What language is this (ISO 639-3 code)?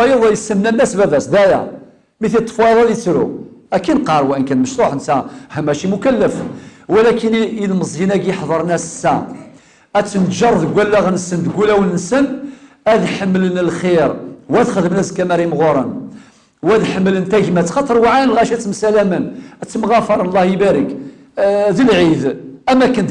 kab